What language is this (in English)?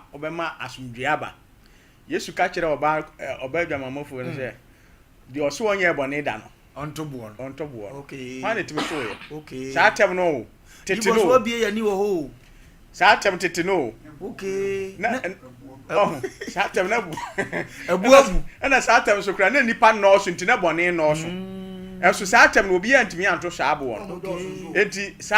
Akan